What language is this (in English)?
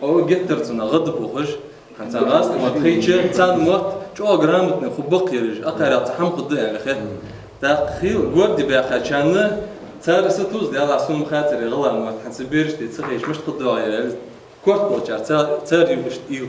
Ingush